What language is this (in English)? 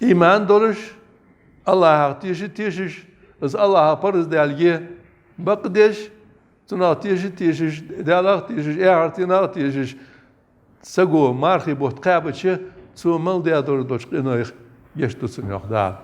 Ingush